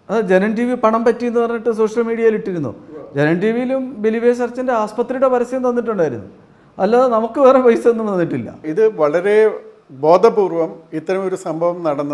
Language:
Malayalam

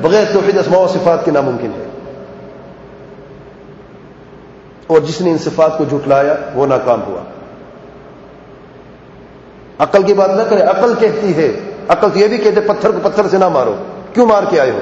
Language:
Urdu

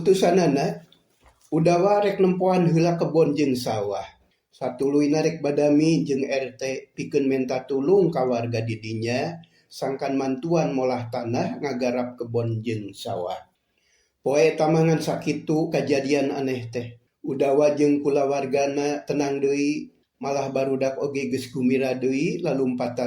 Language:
Sundanese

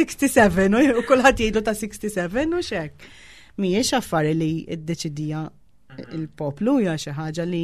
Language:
Maltese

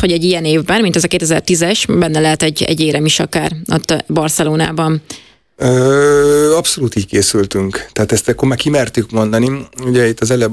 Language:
Hungarian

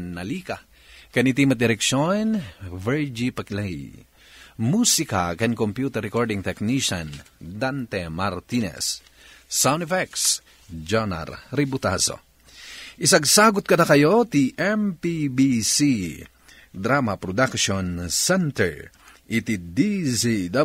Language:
Iloko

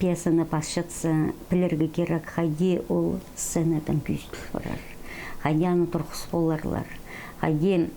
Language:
Khakas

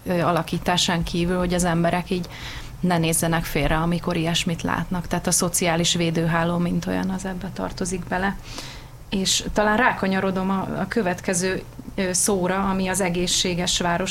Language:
Hungarian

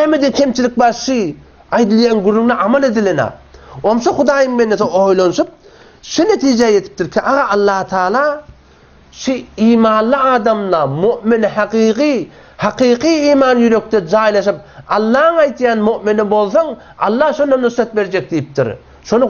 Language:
Turkmen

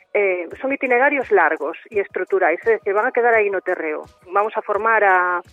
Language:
Galician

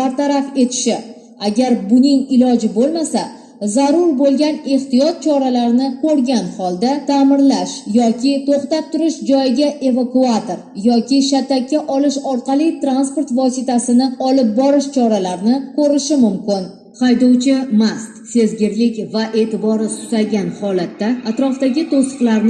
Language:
Uzbek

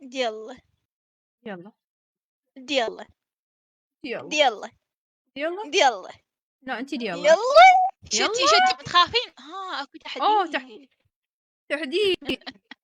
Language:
Mesopotamian Arabic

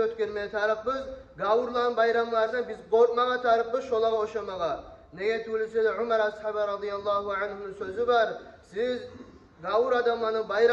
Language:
Kumyk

